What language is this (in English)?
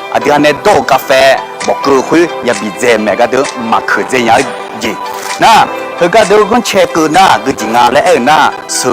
Akha